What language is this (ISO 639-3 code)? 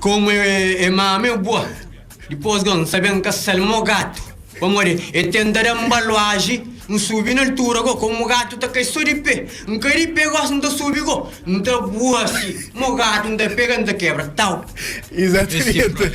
kea